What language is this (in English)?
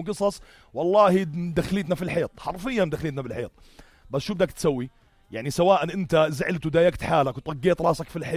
North Levantine Arabic